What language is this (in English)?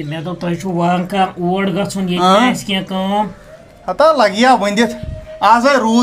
Kashmiri